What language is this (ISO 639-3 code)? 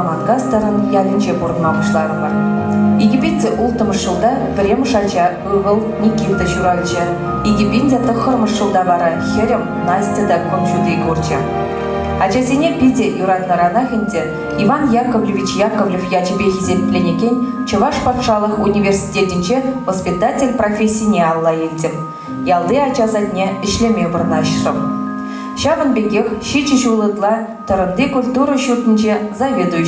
chv